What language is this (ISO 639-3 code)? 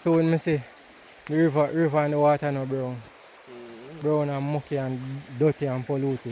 jam